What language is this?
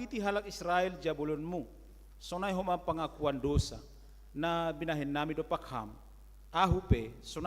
Batak Simalungun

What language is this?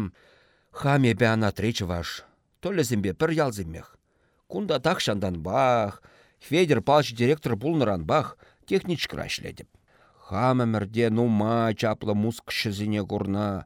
Chuvash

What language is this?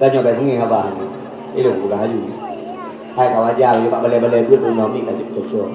Achinese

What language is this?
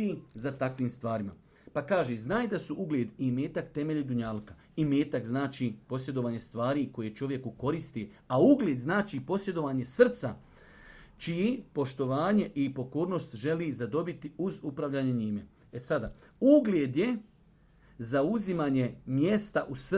Bosnian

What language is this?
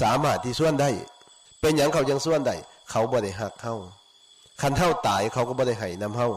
Northeastern Thai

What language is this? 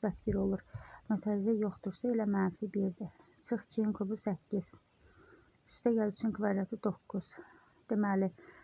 Azerbaijani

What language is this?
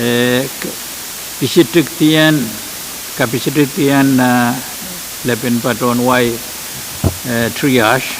Pohnpeian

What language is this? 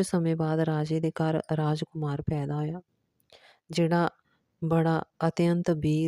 Dogri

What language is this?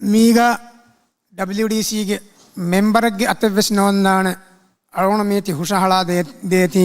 Divehi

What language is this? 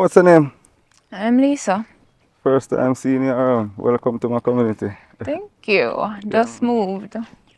Jamaican Creole English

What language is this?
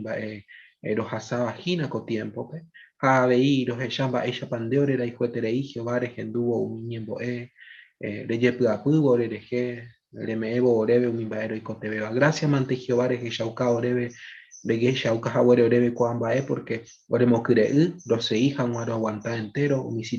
Guarani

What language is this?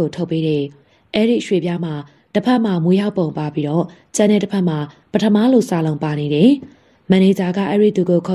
Burmese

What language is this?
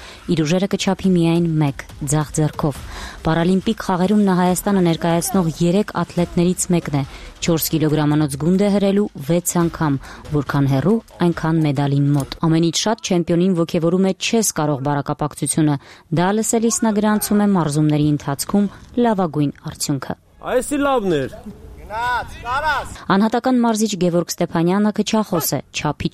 Armenian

